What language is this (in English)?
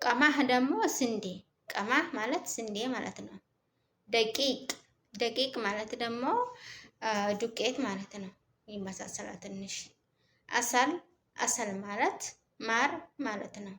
Amharic